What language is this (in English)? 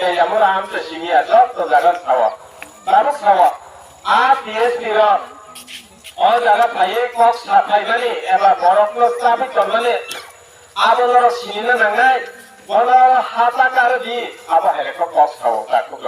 Kok Borok